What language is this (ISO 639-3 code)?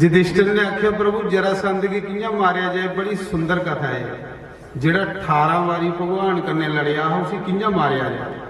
doi